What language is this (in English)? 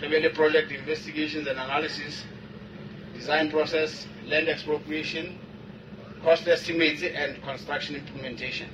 Southern Sotho